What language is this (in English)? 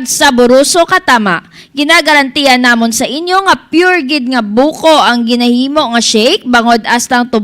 Hiligaynon